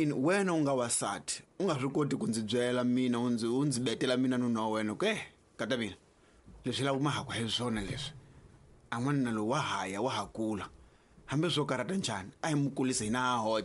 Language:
Tsonga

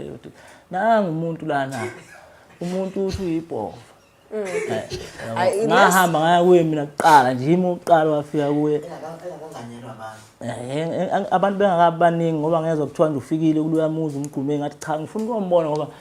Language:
Zulu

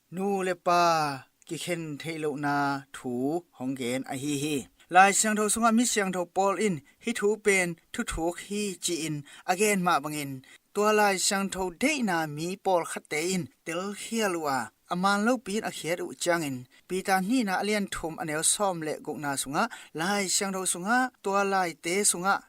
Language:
Tedim Chin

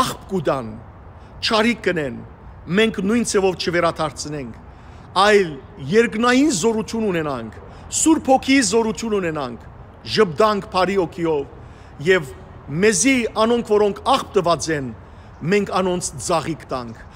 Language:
Western Armenian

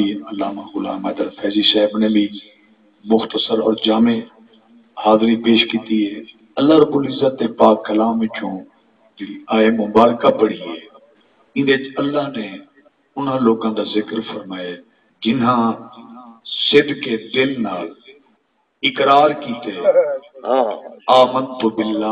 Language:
Saraiki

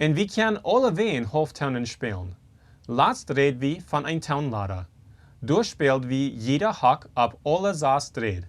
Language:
Plautdietsch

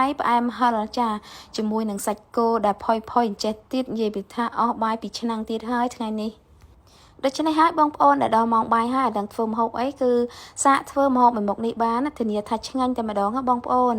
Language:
Khmer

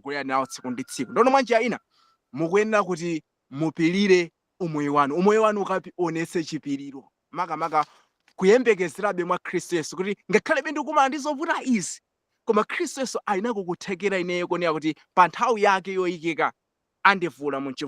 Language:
Nyanja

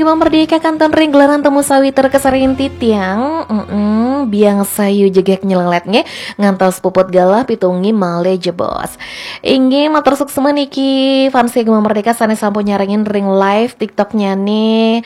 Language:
Balinese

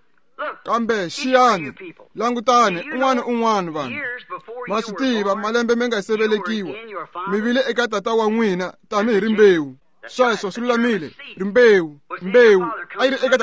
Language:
Tsonga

